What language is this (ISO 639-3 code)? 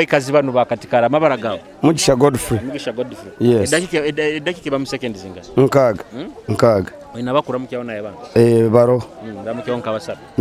nyo